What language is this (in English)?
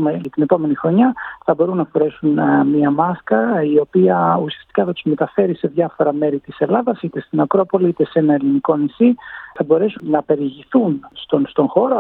Greek